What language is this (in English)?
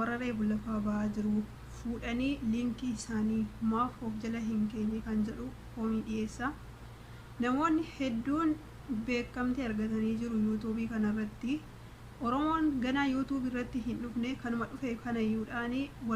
Oromo